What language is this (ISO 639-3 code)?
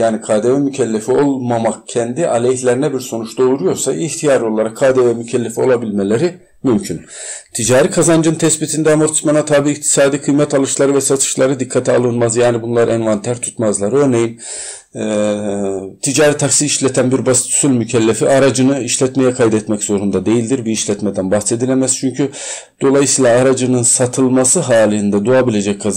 tur